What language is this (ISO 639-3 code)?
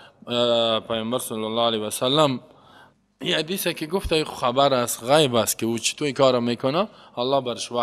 fas